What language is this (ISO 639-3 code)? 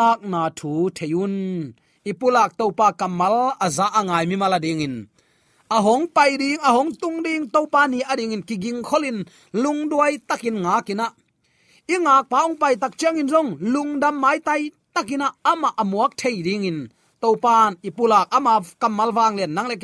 ctd